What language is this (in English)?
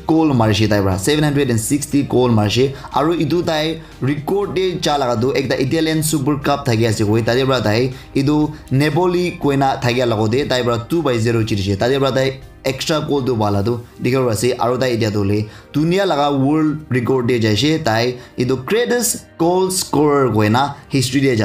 Naga Pidgin